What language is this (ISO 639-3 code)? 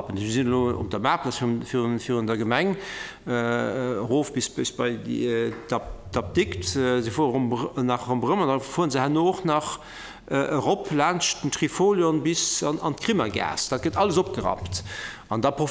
ltz